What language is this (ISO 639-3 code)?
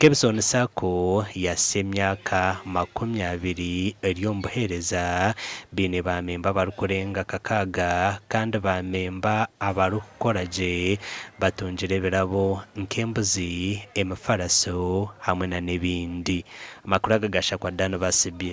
nyn